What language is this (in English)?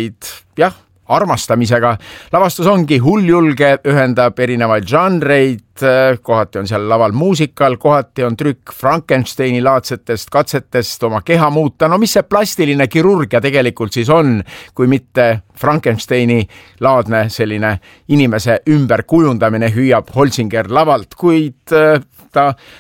Estonian